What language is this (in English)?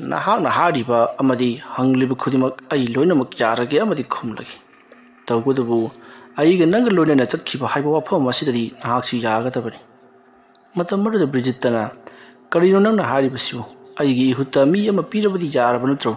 Manipuri